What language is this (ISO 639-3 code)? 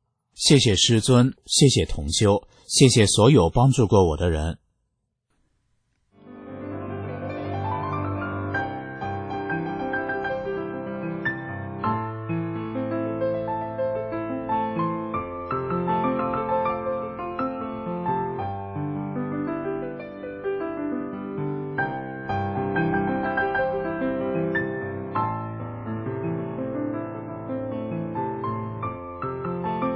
zho